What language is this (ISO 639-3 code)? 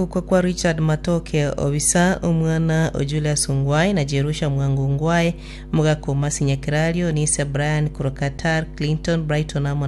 guz